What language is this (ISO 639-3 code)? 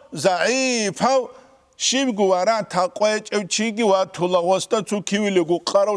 ava